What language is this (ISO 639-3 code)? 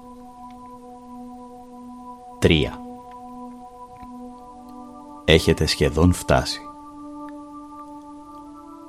ell